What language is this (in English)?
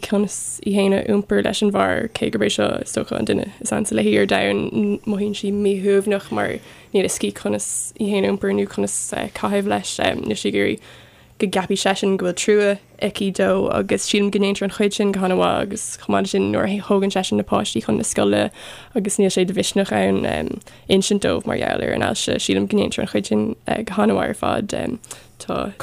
Irish